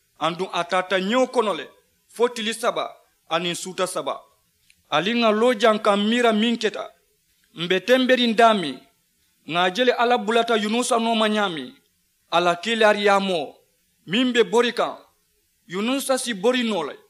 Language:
Mandingo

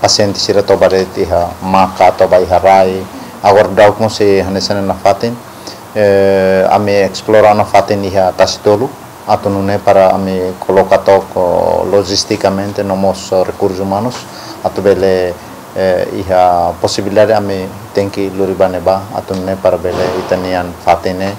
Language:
Tetum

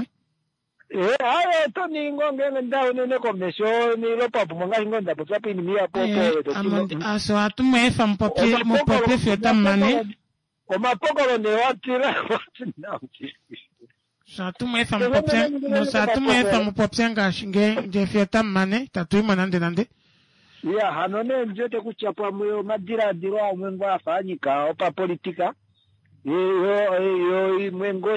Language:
Kuanyama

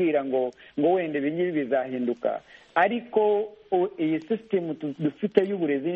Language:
Kinyarwanda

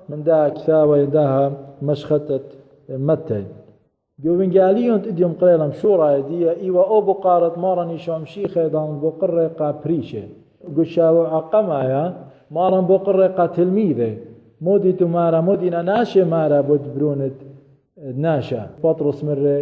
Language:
Assyrian Neo-Aramaic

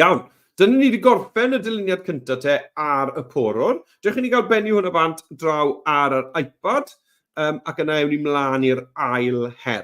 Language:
Welsh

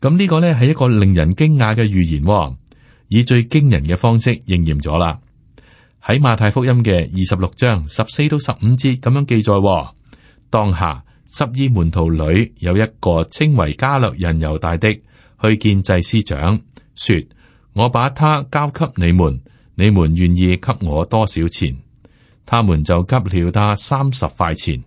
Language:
Cantonese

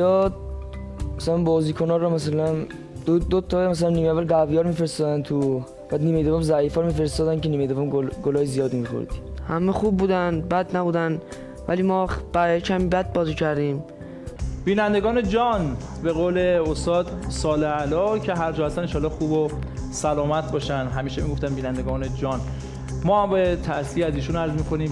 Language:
Persian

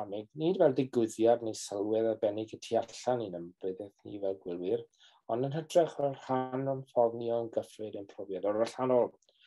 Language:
Welsh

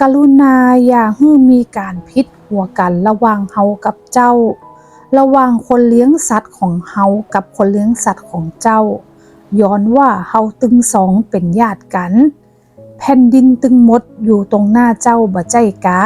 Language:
Northern Thai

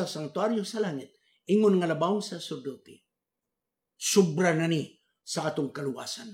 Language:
Cebuano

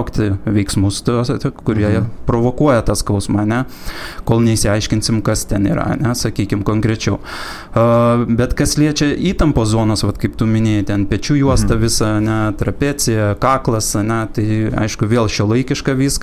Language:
Lithuanian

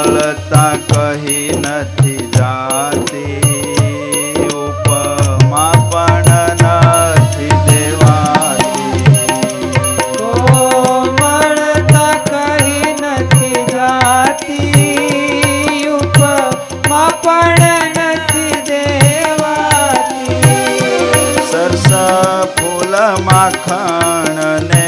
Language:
Gujarati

